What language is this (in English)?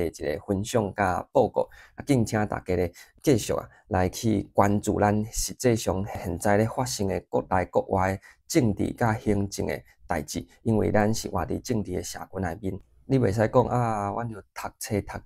Min Nan Chinese